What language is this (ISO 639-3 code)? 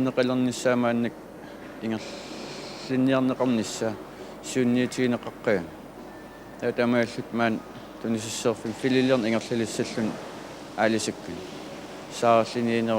kal